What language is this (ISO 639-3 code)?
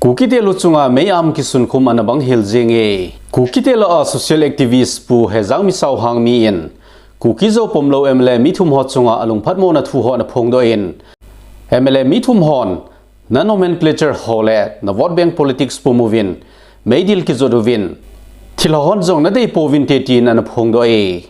tcz